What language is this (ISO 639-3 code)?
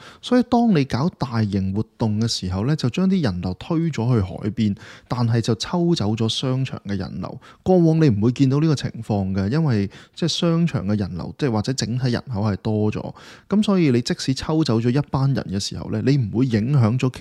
yue